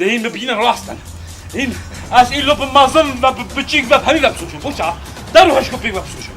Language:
Kurdish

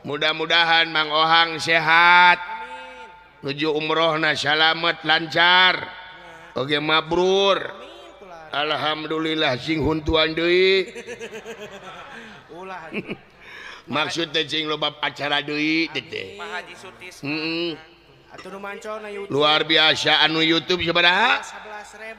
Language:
Sundanese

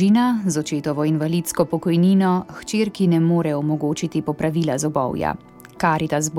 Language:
Slovenian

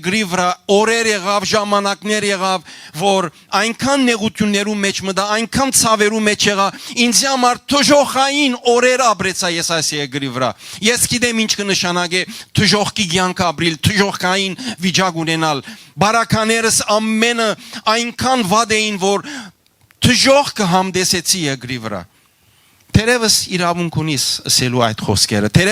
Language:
Western Armenian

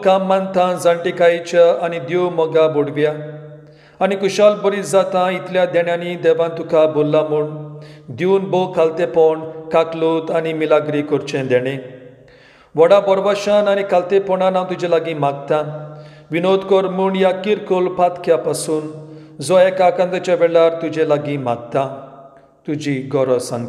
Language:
Konkani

